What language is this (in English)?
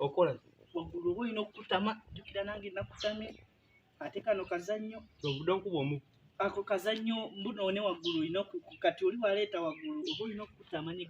Ganda